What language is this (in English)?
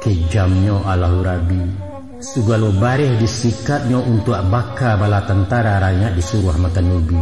Minangkabau